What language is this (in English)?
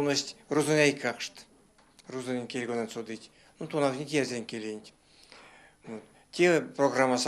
Erzya